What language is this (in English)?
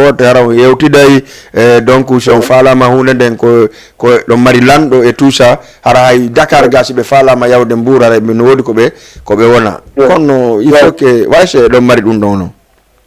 Fula